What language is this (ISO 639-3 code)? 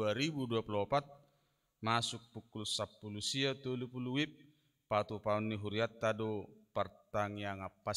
bbc